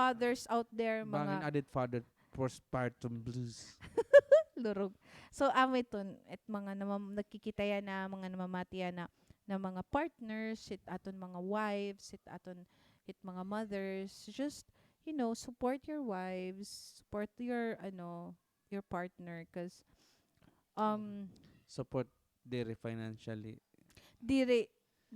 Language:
Waray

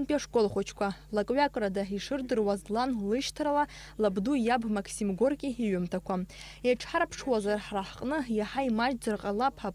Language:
Abkhazian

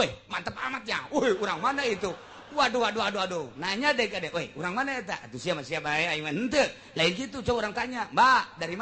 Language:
Sundanese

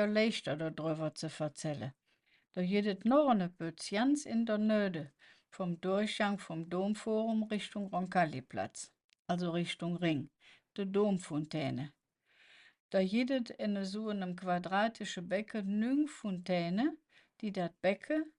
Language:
Colognian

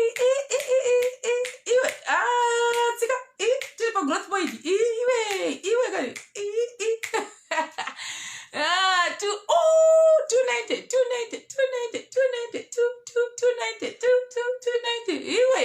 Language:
Shona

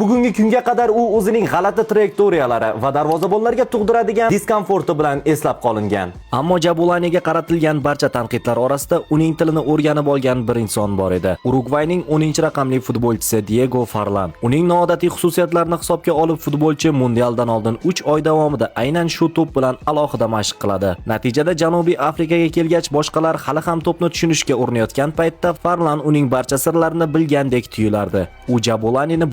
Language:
Uzbek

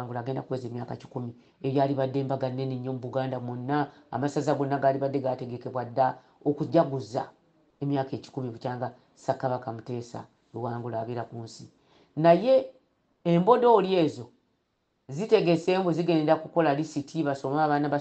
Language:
Ganda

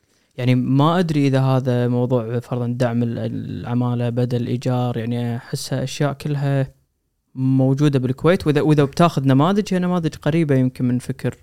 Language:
Gulf Arabic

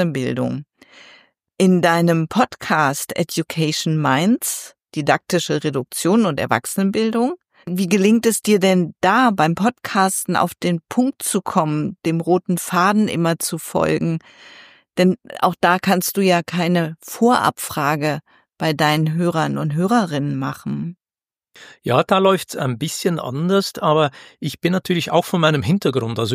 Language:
German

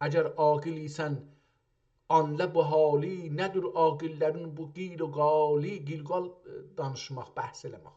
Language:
South Azerbaijani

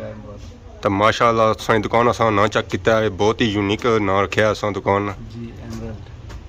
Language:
Pahari-Potwari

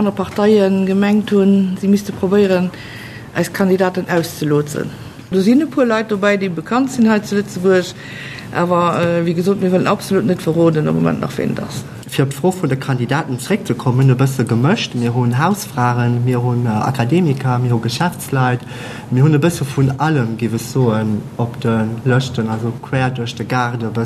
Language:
Luxembourgish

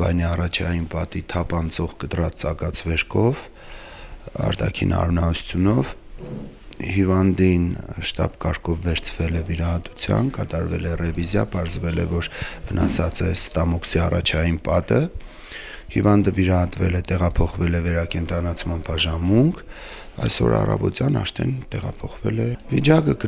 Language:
Armenian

